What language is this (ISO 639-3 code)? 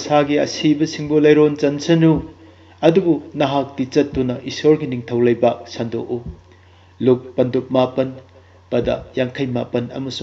mni